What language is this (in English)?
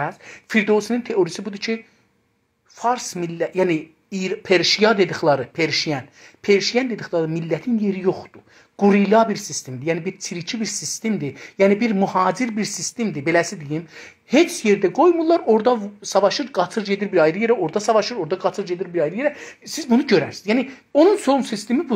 South Azerbaijani